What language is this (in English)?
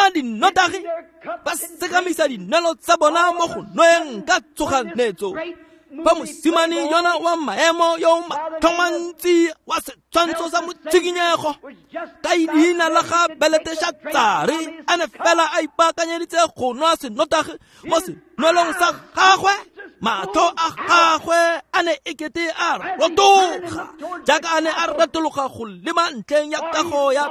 Tswana